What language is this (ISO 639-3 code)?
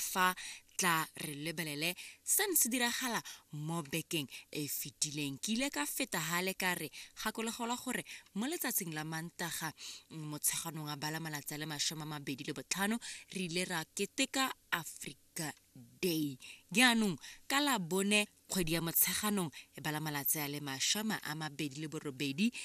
tsn